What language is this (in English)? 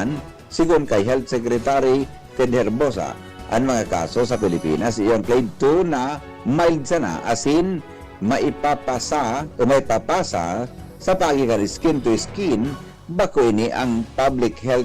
Bikol